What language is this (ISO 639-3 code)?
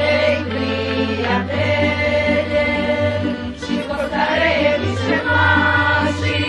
rue